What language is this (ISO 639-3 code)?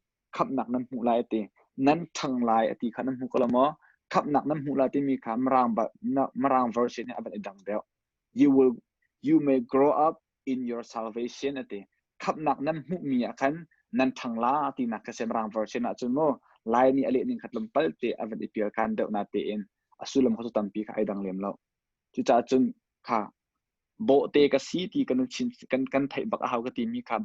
cnh